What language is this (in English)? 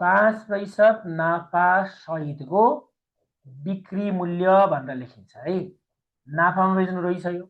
Nepali